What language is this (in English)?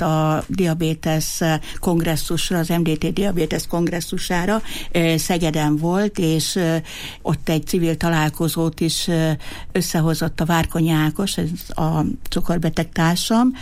Hungarian